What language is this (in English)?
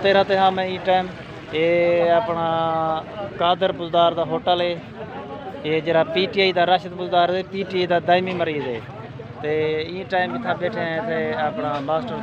Saraiki